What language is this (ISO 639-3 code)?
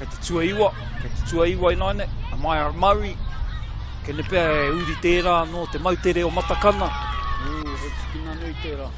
mri